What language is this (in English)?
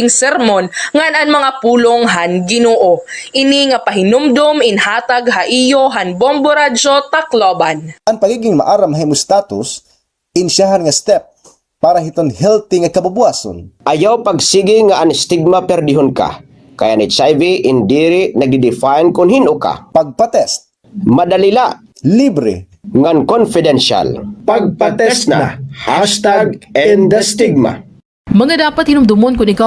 Waray